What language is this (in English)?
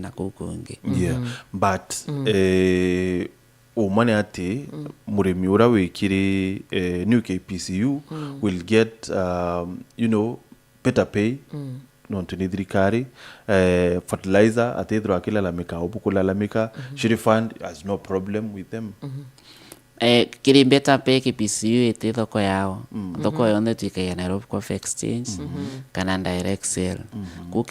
Meru